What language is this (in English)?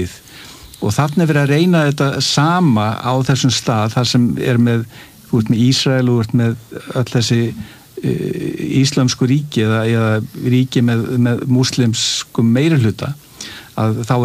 Icelandic